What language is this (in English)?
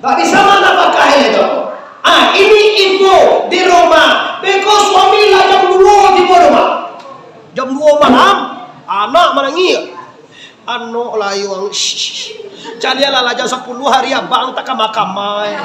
Minangkabau